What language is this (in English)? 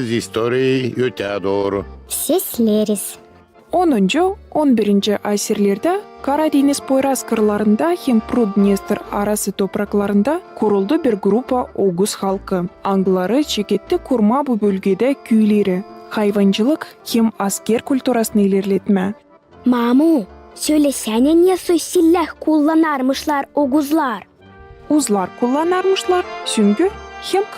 Gagauz